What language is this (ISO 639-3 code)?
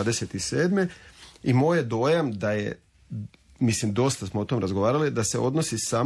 hrv